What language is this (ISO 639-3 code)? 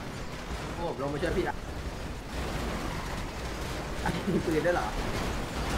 tha